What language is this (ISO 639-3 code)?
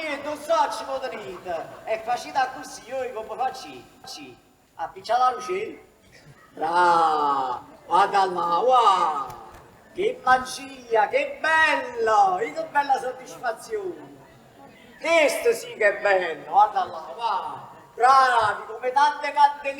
nap